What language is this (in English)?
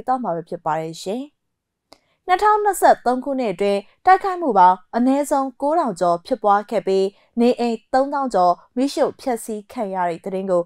Burmese